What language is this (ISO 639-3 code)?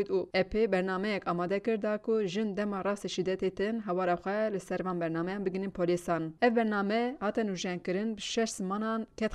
kur